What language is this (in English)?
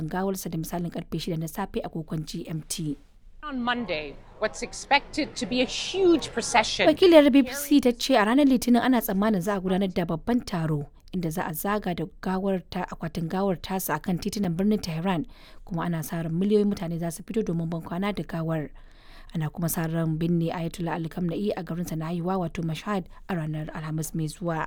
Hausa